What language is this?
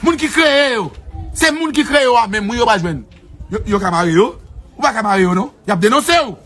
Haitian Creole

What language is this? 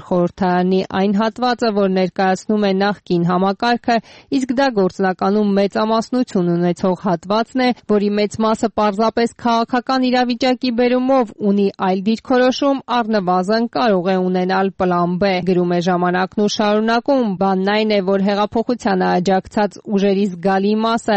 Armenian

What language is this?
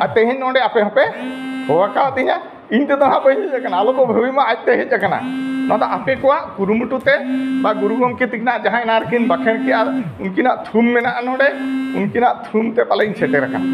Santali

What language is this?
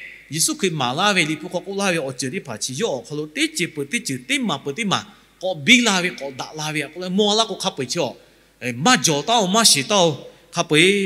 Lahu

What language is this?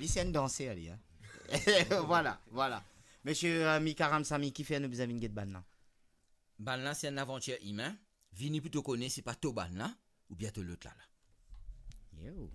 Morisyen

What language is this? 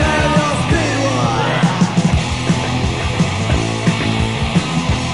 Swedish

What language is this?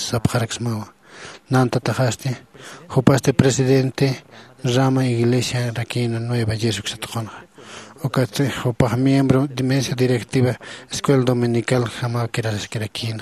Aymara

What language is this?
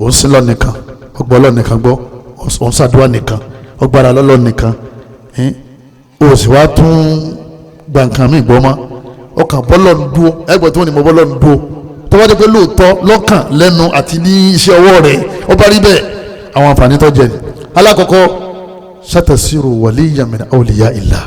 Yoruba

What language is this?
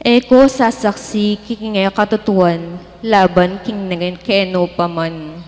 Pampanga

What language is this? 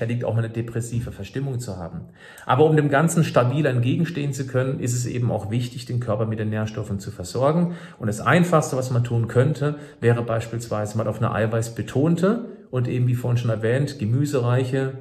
German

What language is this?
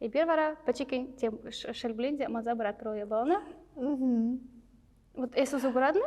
Chuvash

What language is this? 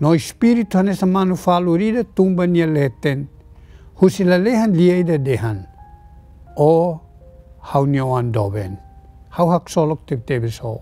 Tetum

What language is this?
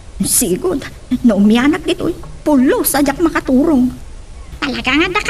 Iloko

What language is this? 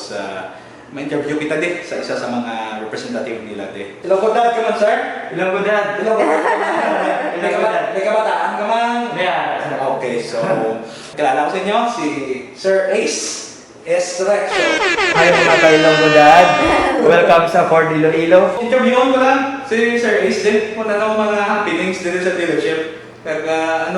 Hiligaynon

